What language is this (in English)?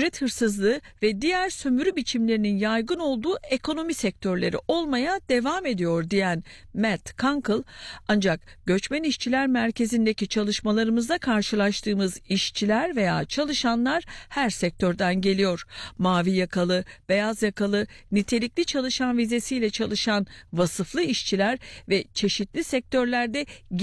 Turkish